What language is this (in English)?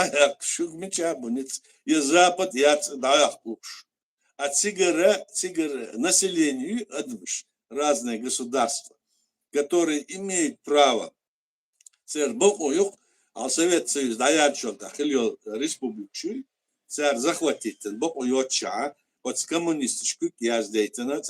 Chechen